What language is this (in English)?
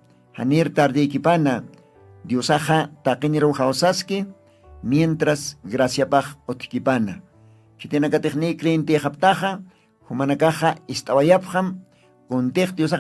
Aymara